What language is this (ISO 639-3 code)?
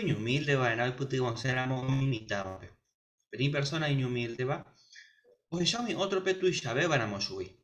grn